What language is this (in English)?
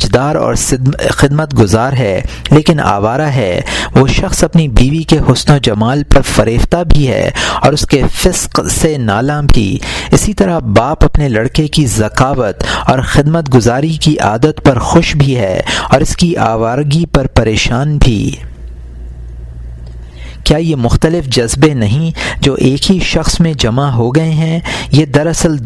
Urdu